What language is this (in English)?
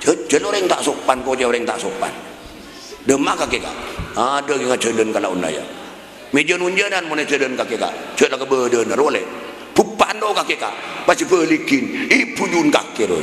Madurese